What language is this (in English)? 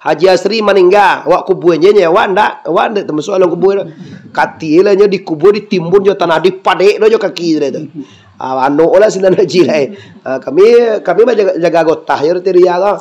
Minangkabau